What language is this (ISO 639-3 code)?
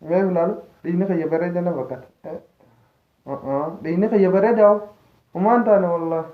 orm